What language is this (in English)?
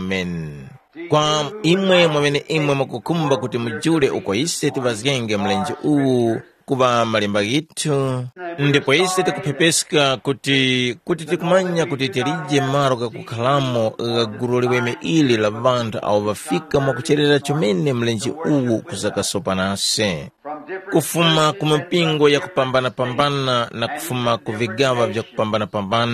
Tumbuka